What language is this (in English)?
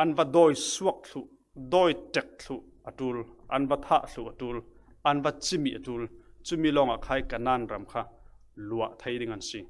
Falam Chin